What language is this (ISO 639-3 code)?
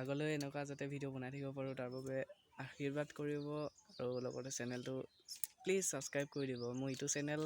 asm